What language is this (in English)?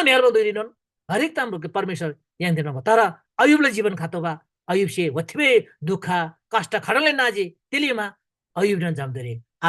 Eastern Tamang